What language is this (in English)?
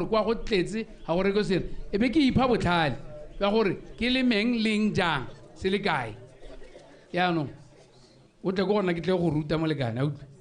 Tswana